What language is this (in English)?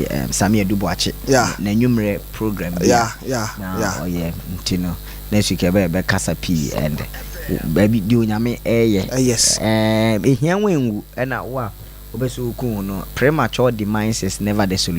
Akan